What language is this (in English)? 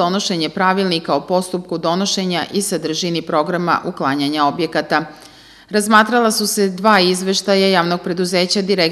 Serbian